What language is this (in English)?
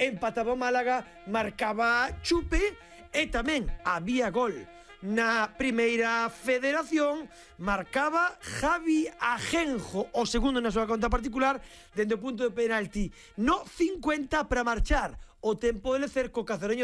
Galician